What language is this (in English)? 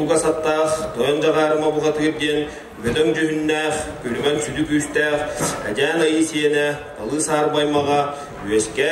Yakut